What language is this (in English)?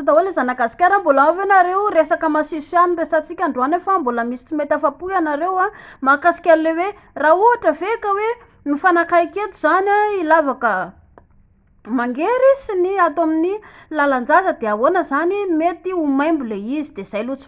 Malagasy